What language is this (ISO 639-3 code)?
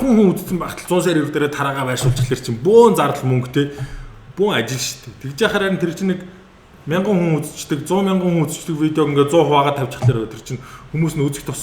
mon